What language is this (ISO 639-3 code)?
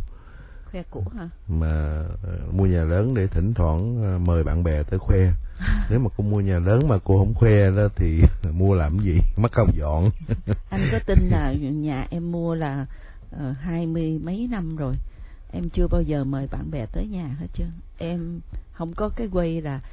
vie